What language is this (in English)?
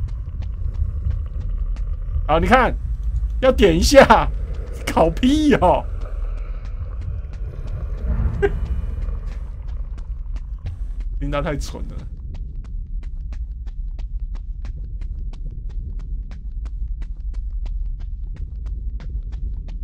Chinese